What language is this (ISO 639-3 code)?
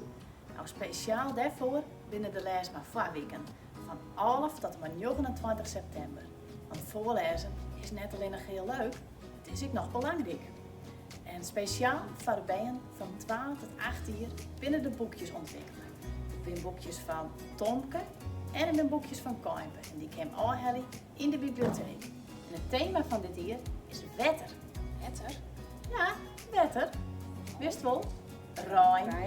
fry